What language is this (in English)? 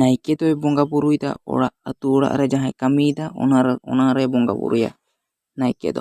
Santali